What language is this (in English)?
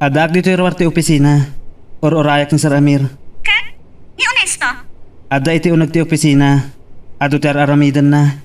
Iloko